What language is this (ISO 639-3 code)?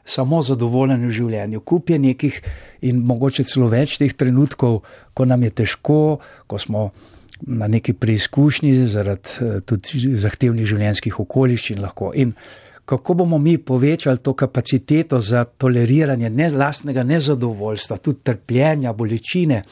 slv